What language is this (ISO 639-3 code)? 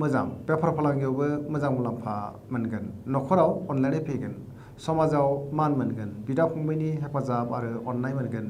brx